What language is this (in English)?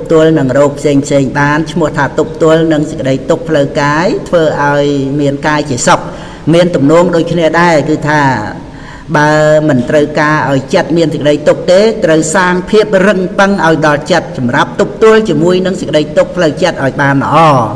Khmer